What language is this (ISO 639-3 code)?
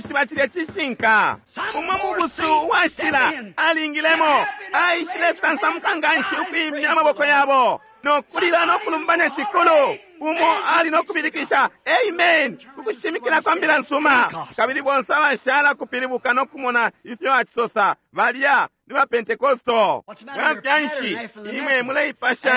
bem